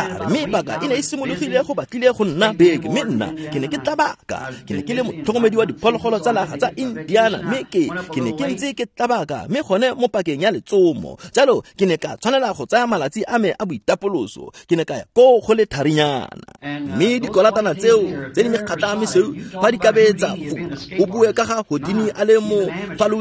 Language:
Tswana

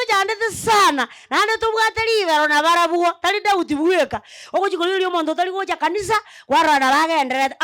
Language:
Gusii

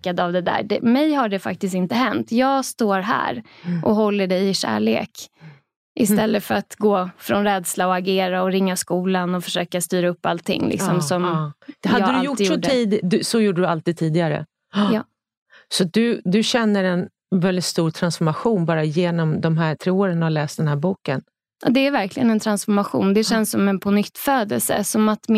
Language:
Swedish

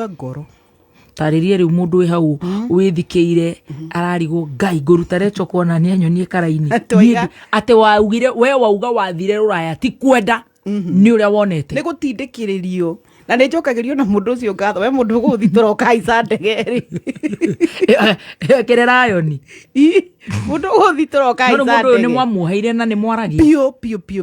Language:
Kikuyu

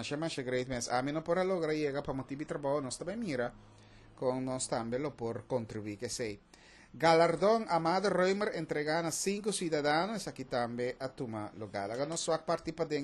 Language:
Papiamento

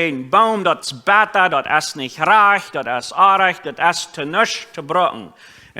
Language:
Plautdietsch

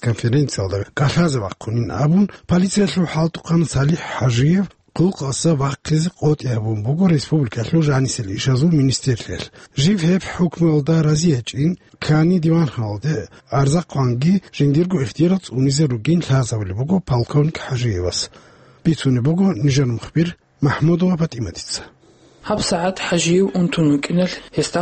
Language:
Avaric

